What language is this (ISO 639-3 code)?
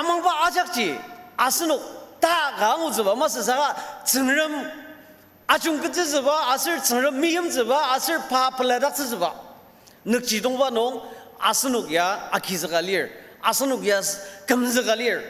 njo